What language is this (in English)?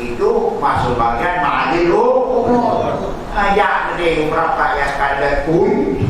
Achinese